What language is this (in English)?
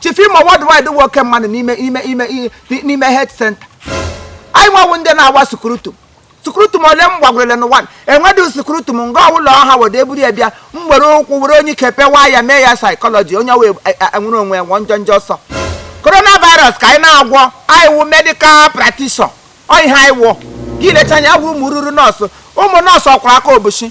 Igbo